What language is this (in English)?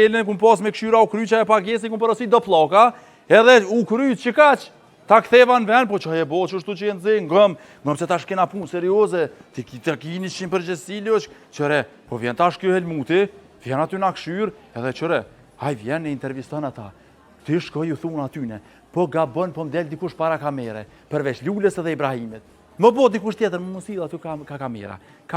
Albanian